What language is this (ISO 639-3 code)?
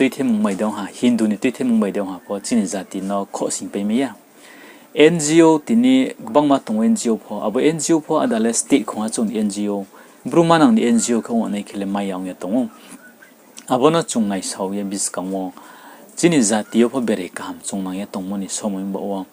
ria